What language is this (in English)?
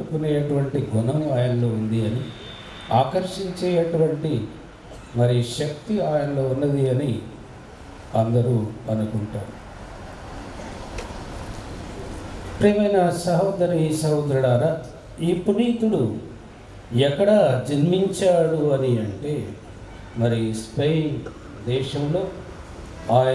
Telugu